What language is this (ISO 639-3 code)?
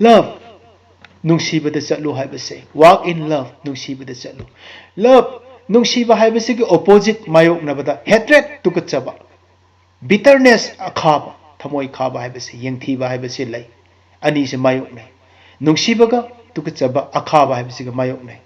mni